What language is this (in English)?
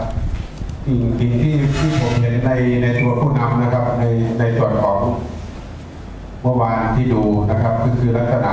Thai